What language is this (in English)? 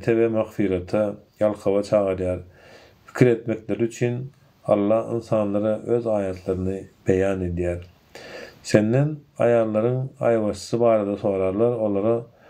Turkmen